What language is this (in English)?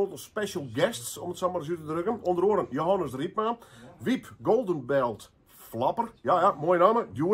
Western Frisian